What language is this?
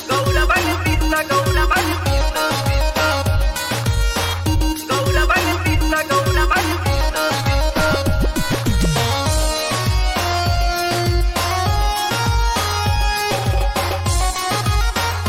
Bhojpuri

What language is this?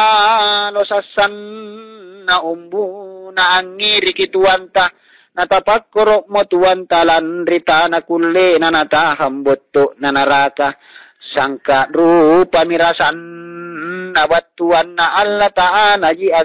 Makasar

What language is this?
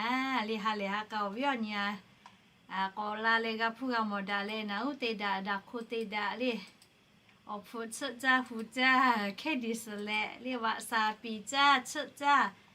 Lahu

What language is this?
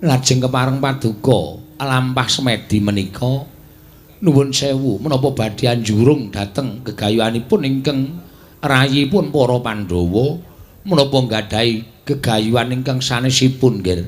Javanese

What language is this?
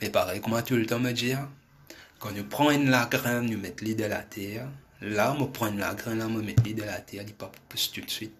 Morisyen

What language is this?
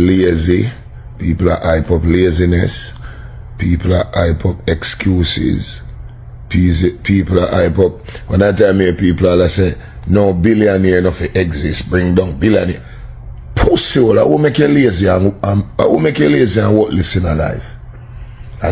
Jamaican Creole English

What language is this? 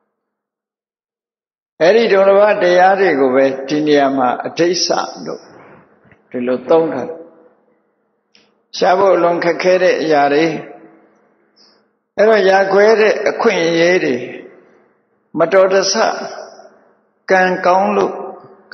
Burmese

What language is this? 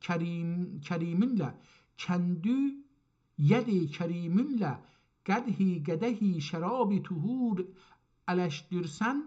South Azerbaijani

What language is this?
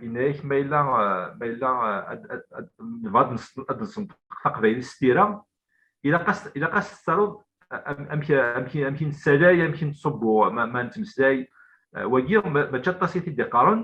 Kabyle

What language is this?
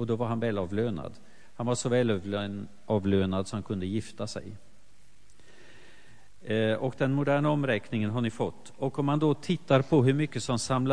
Swedish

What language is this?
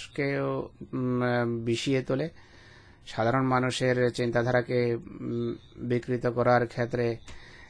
Bangla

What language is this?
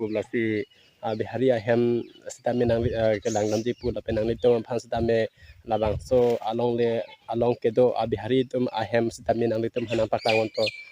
Karbi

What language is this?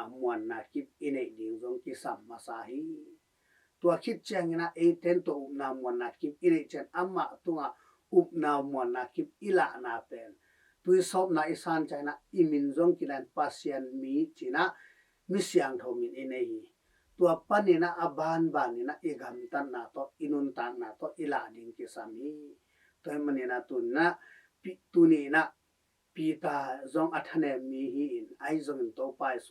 Tedim Chin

